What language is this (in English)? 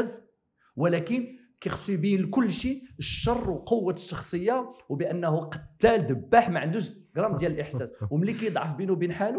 Moroccan Arabic